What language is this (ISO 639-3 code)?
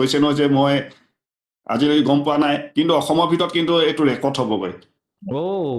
asm